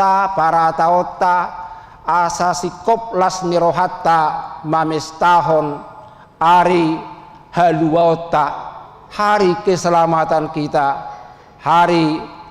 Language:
Batak Toba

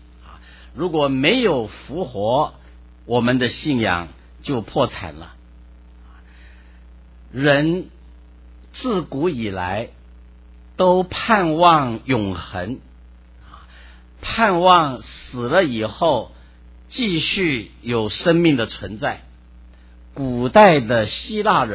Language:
Chinese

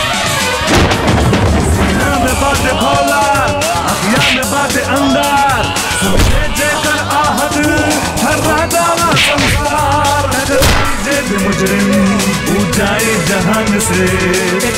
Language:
Bhojpuri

